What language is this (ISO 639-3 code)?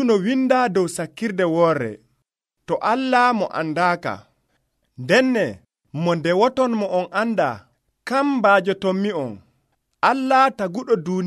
fuv